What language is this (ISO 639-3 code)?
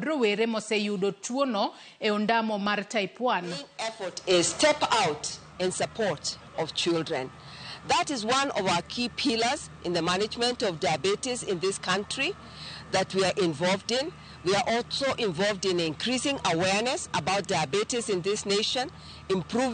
luo